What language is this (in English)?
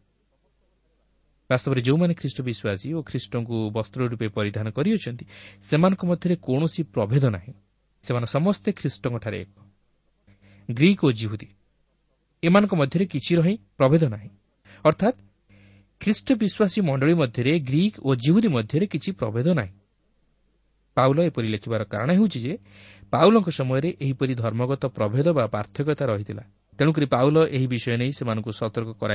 Odia